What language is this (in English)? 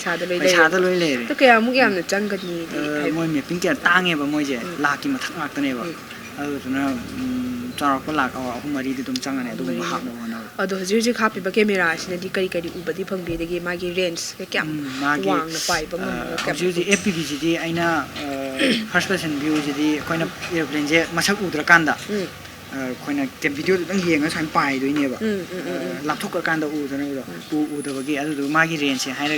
Manipuri